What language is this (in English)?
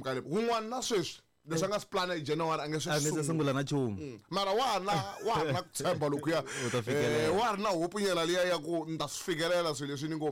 Tsonga